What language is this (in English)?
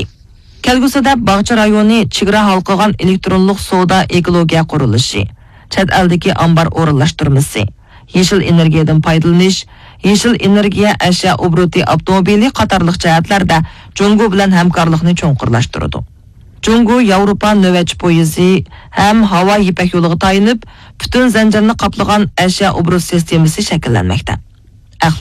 Uyghur